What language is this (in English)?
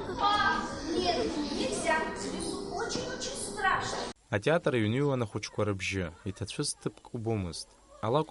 Abkhazian